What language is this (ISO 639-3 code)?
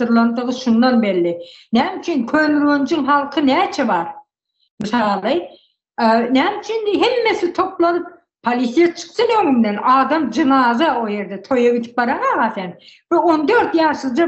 tuk